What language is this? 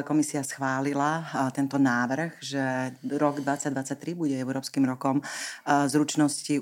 Slovak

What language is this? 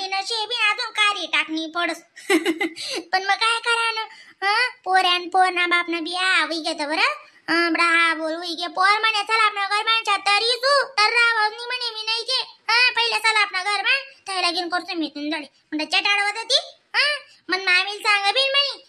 Khandesi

